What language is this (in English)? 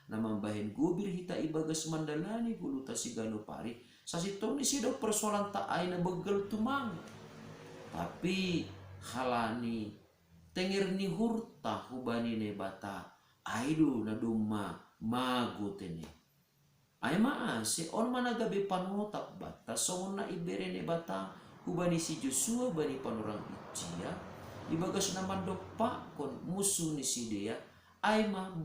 Batak Simalungun